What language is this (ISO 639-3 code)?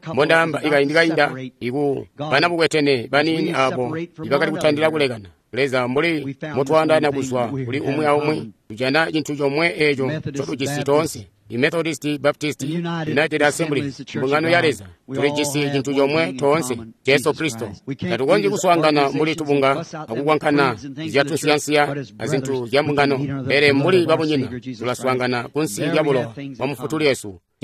toi